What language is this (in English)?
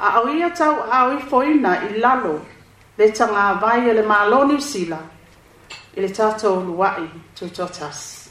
Samoan